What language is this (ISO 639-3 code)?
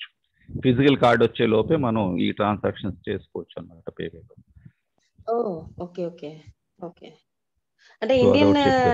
tel